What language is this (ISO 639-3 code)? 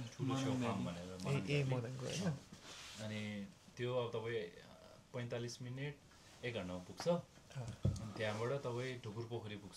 nep